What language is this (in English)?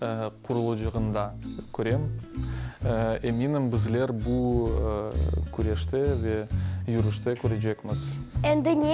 Crimean Tatar